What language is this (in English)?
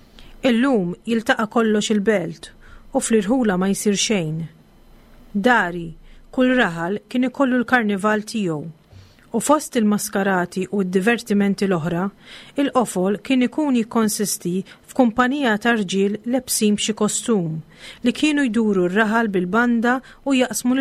Maltese